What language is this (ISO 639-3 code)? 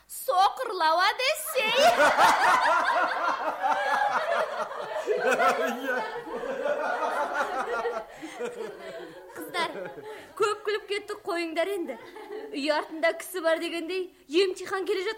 kaz